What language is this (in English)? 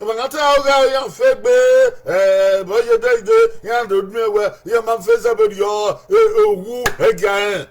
Bini